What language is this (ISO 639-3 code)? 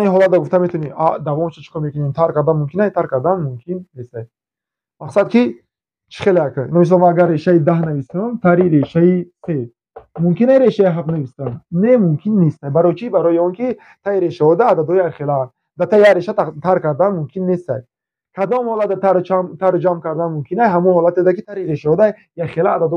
tgk